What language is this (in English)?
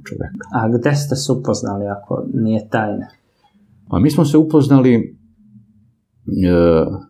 Serbian